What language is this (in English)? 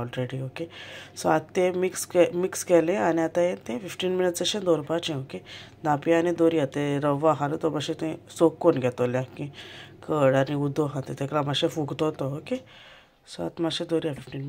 Konkani